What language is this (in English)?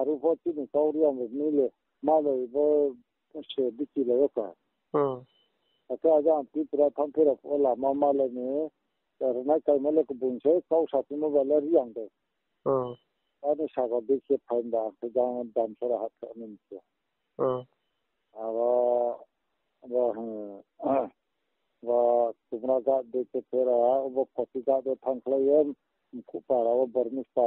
Riang (India)